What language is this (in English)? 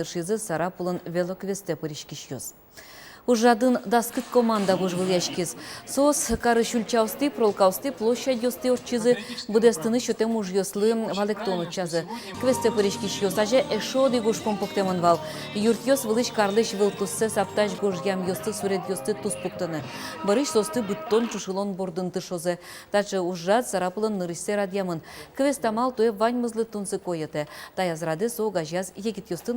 Udmurt